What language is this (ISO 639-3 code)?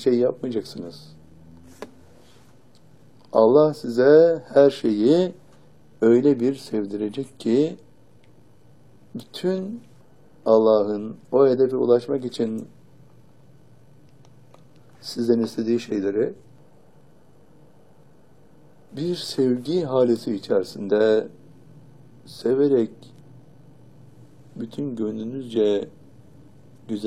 tur